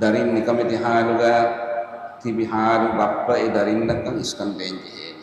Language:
Divehi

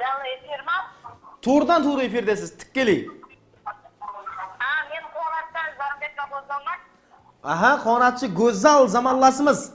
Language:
Kara-Kalpak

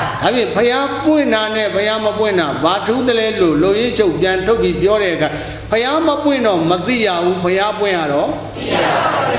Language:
Burmese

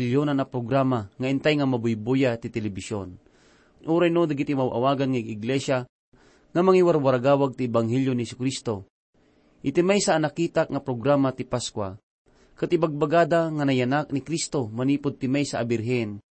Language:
Iloko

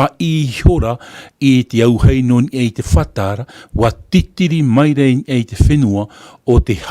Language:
Tahitian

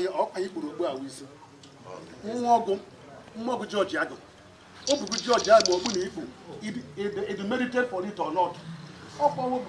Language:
Igbo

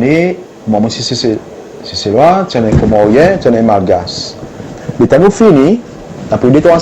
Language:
Seselwa Creole French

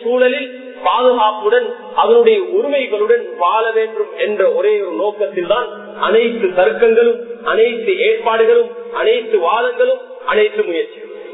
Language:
Tamil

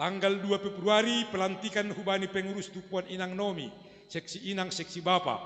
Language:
Batak Simalungun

